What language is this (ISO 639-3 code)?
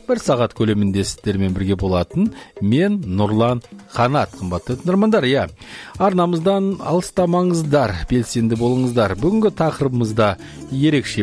kaz